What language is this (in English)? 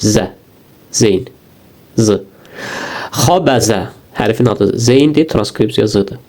Azerbaijani